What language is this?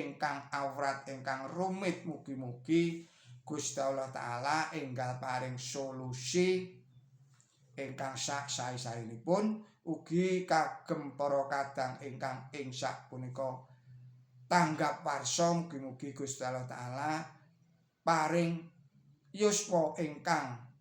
Javanese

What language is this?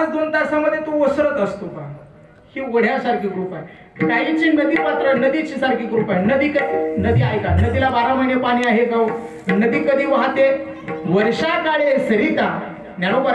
Marathi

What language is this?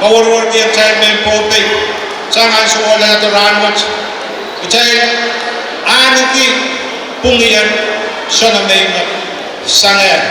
Pohnpeian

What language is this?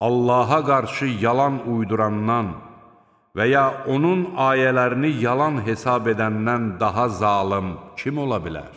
Azerbaijani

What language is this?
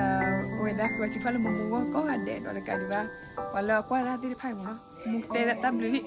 S'gaw Karen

